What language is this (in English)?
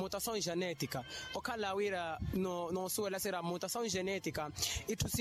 Makhuwa